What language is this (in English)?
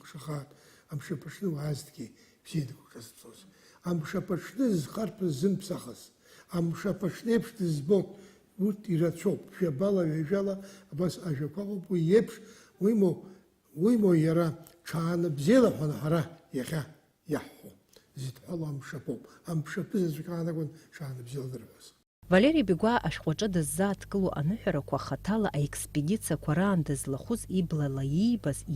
Abkhazian